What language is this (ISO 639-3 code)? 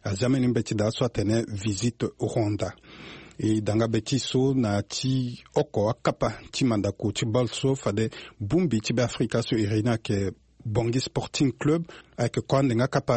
sag